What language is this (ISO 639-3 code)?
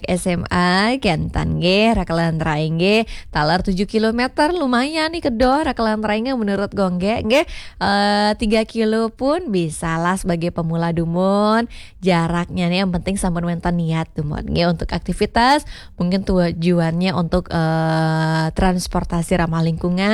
ban